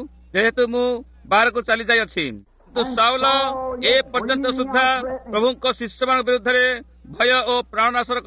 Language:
Odia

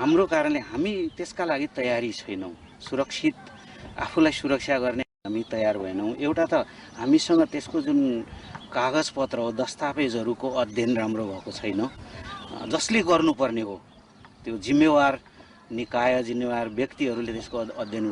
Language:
Nepali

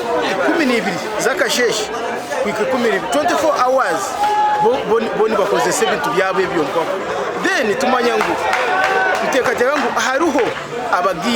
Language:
Nyankole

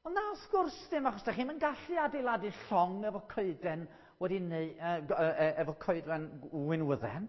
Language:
Welsh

